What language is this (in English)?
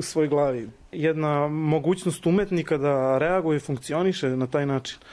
Serbian